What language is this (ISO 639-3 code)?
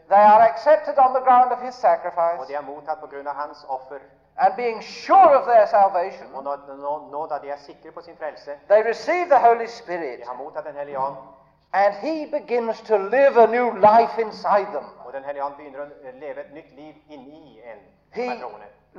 nor